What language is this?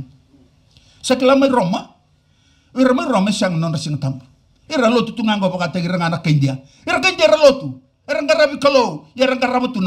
Fijian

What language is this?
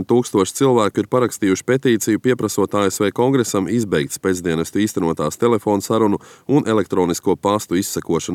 Latvian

